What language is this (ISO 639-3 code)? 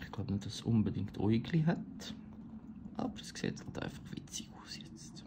gsw